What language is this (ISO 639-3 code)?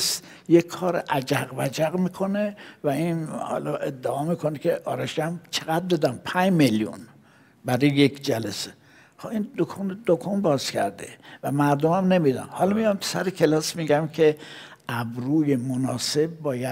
fas